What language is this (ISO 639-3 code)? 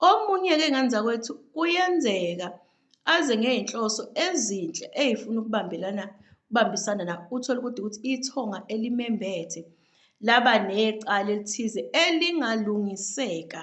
zul